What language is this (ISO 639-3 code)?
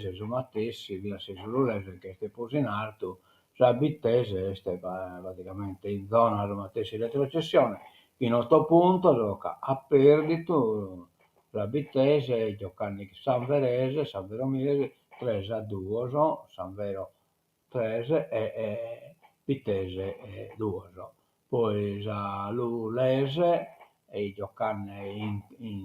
srd